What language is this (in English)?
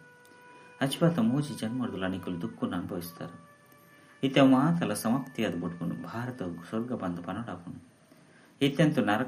Tulu